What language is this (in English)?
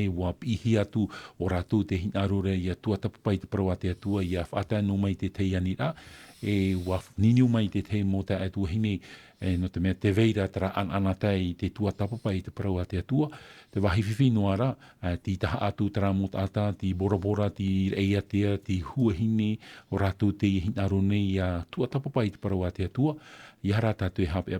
Tahitian